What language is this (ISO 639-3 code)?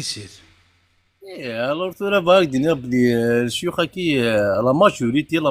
kab